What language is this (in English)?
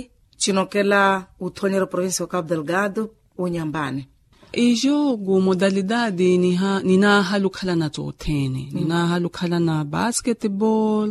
Makhuwa